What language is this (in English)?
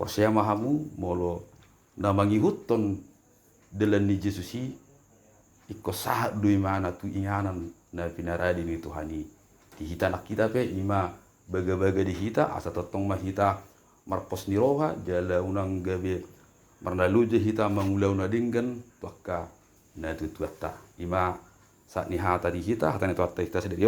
Batak Toba